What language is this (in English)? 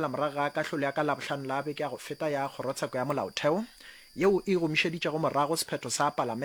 Northern Sotho